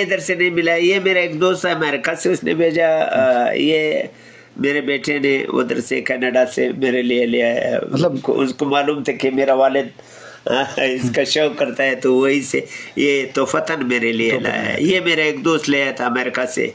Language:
Eastern Balochi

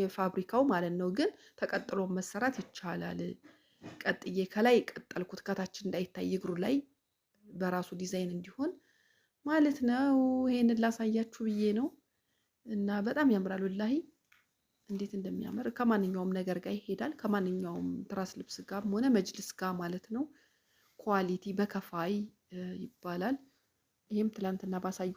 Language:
Amharic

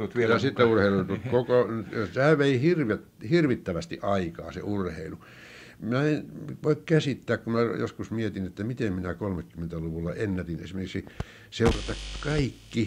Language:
Finnish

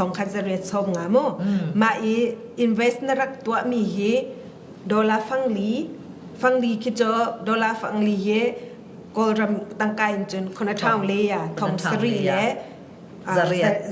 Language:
Falam Chin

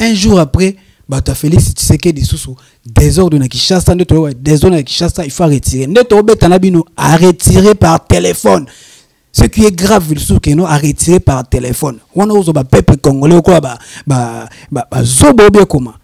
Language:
Lingala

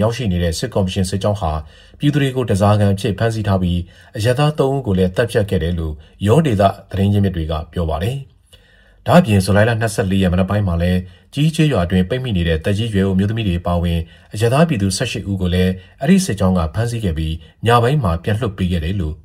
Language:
Burmese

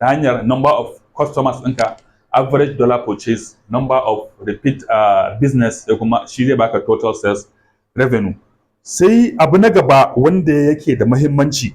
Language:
Hausa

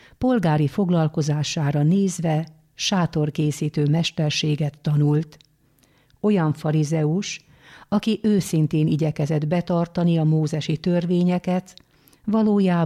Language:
Hungarian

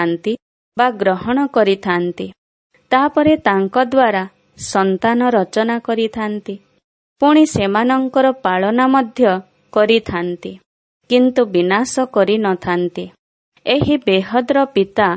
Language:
Odia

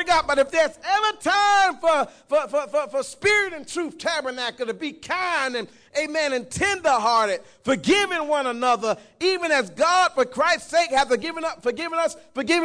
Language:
English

